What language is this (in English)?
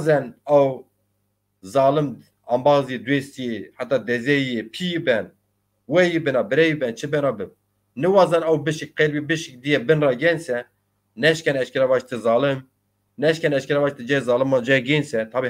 Zaza